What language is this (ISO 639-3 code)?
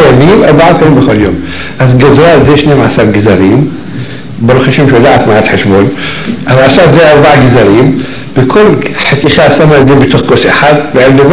heb